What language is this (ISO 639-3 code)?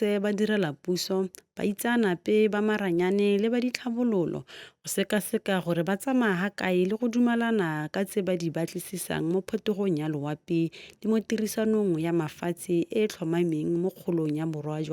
tsn